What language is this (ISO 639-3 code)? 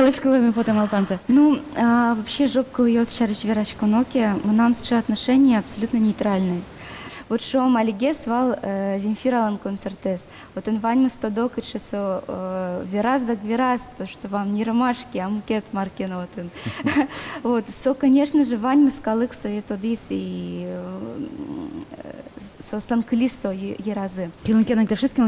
udm